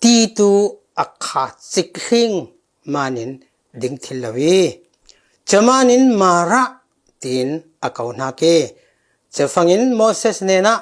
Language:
Falam Chin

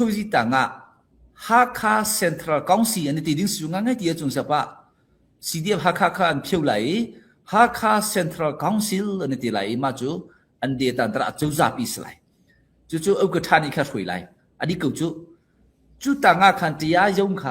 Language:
Hakha Chin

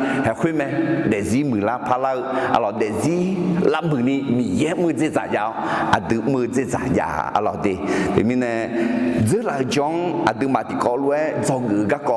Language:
Akha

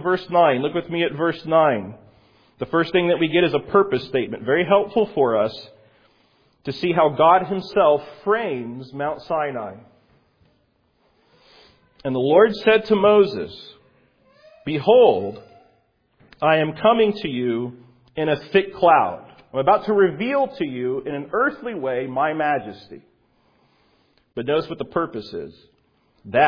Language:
English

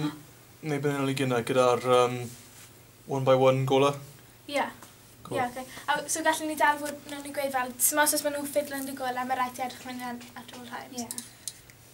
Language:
Welsh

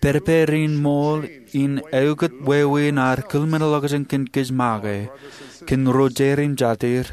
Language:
Marshallese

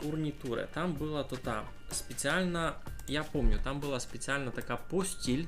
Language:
Rusyn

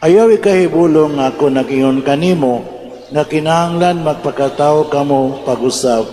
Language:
Cebuano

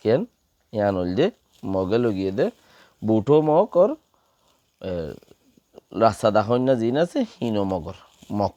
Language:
Rohingya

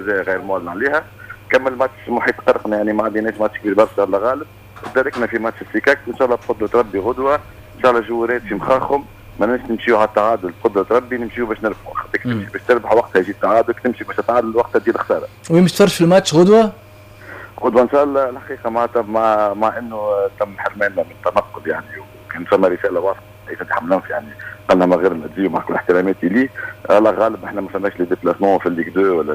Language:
Tunisian Arabic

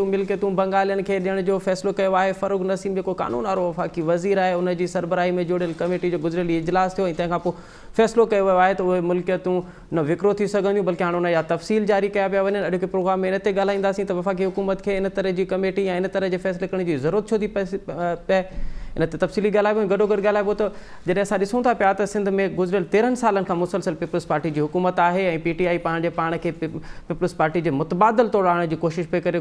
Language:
Sindhi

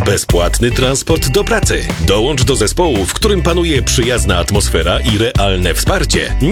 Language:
Polish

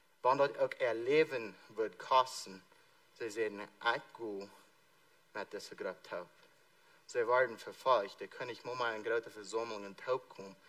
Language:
Plautdietsch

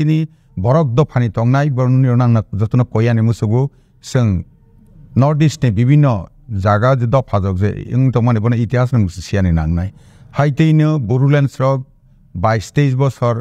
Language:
Kok Borok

